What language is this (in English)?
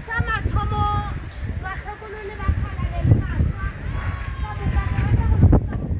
Northern Sotho